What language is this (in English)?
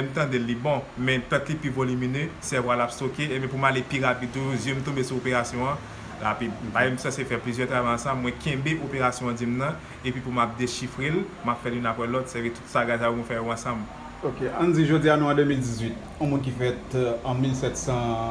Haitian Creole